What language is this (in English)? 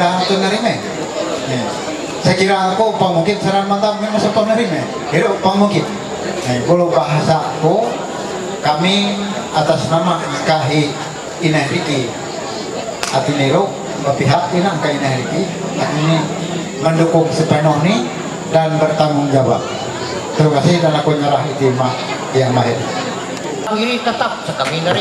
Ma'anyan